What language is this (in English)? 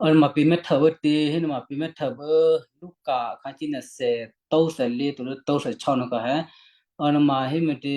Western Kayah